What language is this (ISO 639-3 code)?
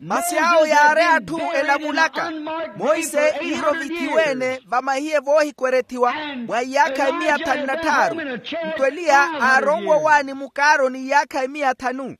vmw